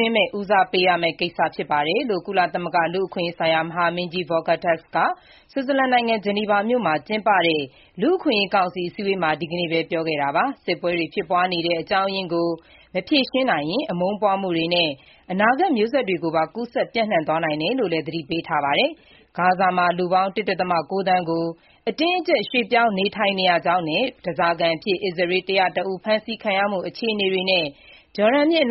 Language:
Burmese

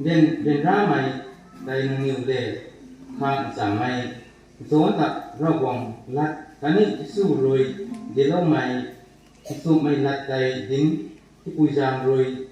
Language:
Rongmei Naga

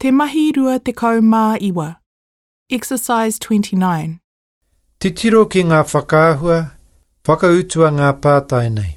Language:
Māori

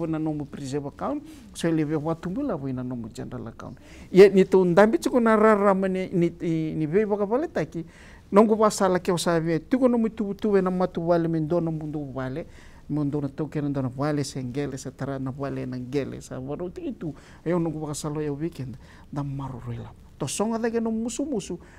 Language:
Fijian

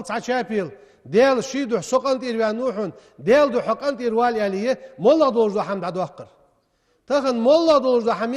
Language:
Ingush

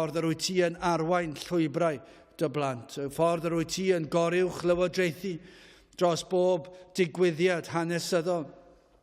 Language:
Welsh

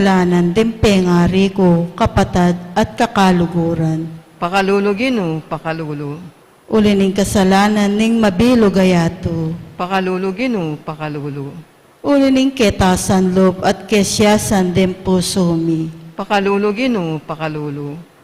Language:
Pampanga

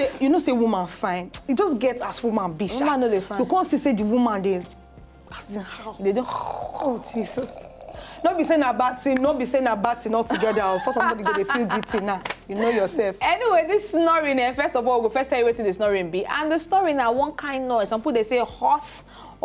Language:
Nigerian Pidgin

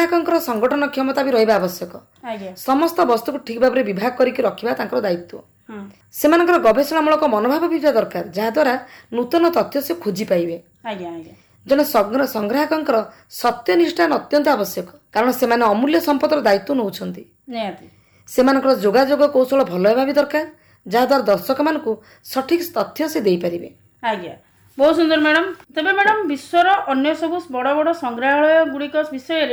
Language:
Odia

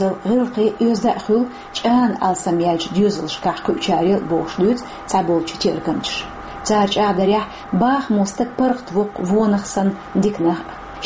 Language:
Chechen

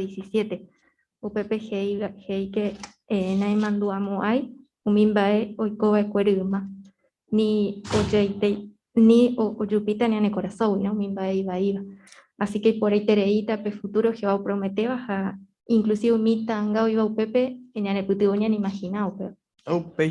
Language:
Guarani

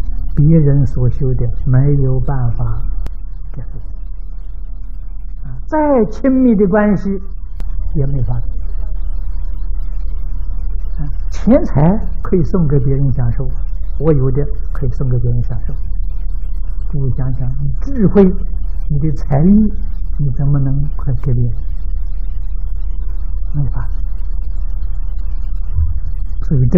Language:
Chinese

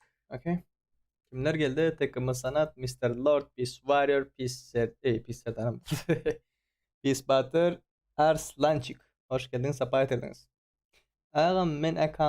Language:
Turkmen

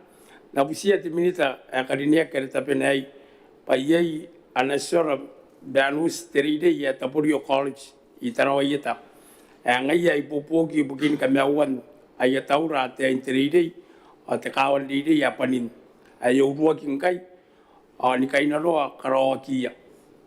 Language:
Gilbertese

